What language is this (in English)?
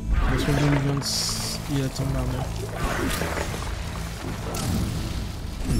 Polish